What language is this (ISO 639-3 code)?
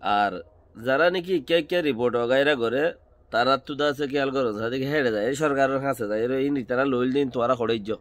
rhg